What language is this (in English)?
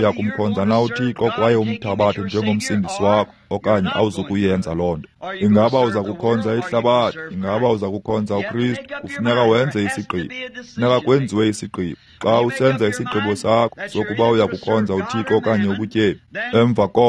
Xhosa